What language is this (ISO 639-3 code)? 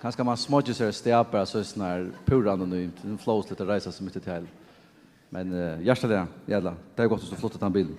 fao